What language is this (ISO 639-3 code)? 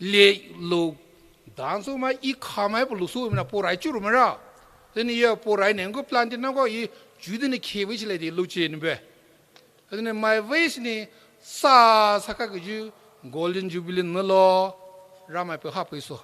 pmx